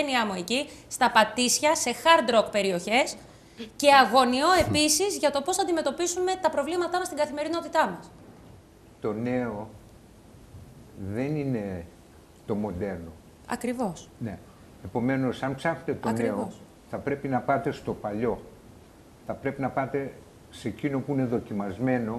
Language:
Greek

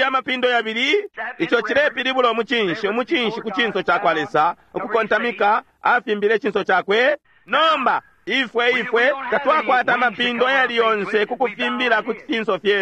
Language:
Bemba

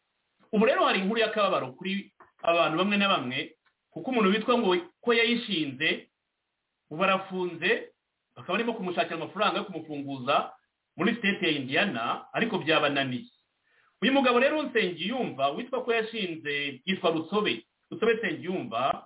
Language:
Kinyarwanda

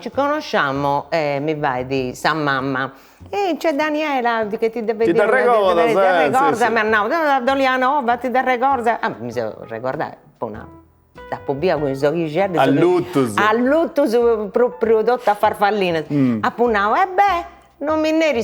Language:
Sardinian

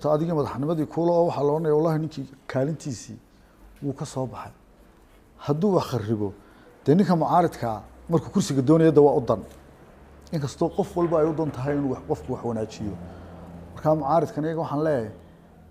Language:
Somali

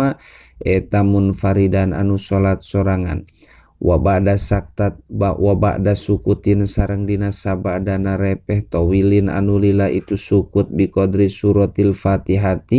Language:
Sundanese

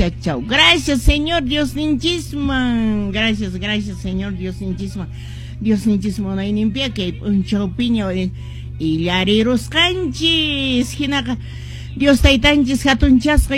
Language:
Quechua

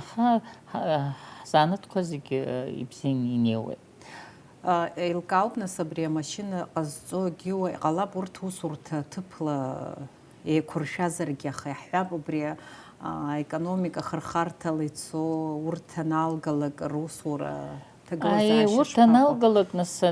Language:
Abkhazian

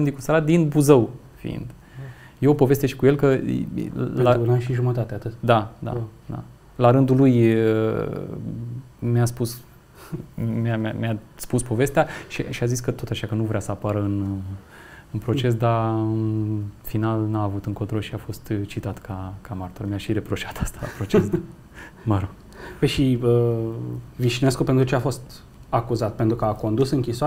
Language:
Romanian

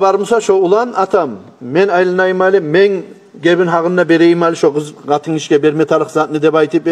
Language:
Kumyk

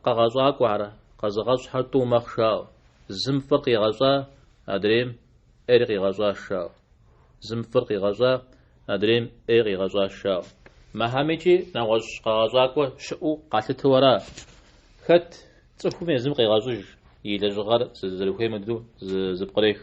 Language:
Kabardian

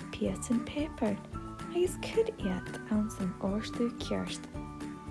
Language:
Scottish Gaelic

